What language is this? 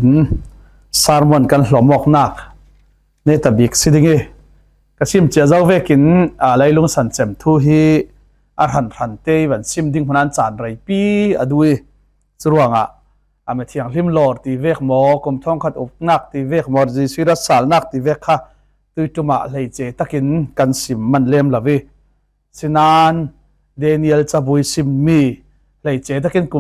Falam Chin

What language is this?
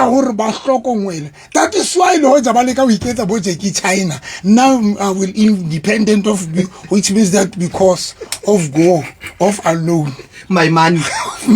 Southern Sotho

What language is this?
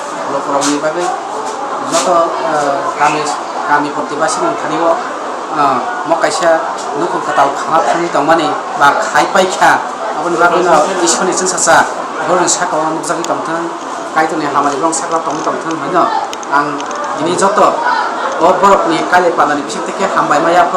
Kok Borok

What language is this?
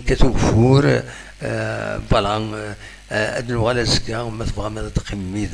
Kabyle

